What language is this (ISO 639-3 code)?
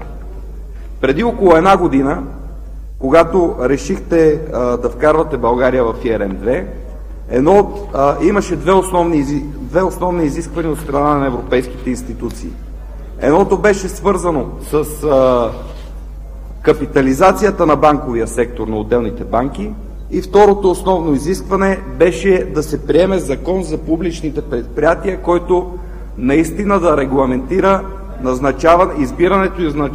bul